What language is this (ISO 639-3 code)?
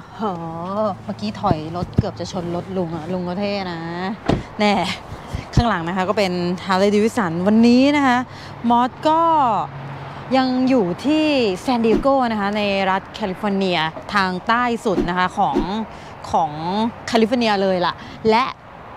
tha